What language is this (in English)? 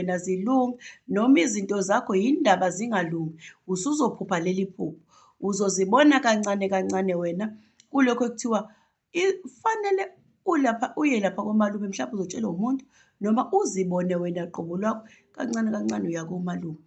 Zulu